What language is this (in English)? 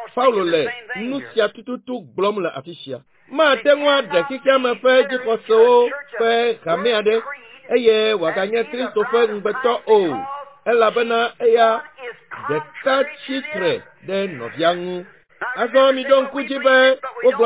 Ewe